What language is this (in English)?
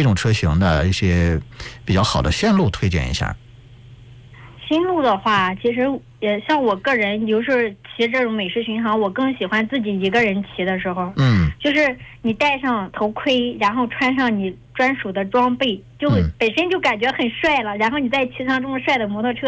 Chinese